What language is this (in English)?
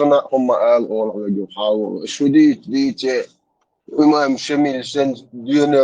Chechen